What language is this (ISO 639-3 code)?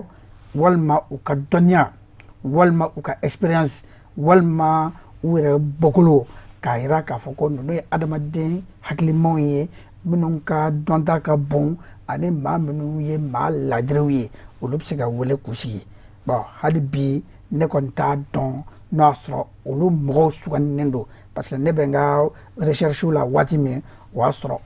bam